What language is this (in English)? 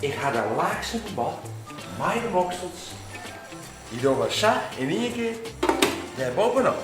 Western Frisian